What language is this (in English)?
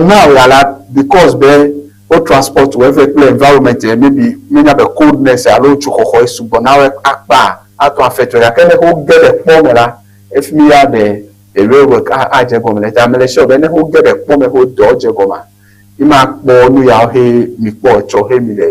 Ewe